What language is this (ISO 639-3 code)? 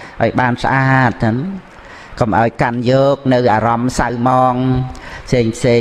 khm